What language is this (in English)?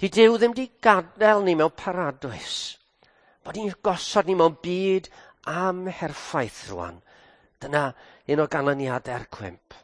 Welsh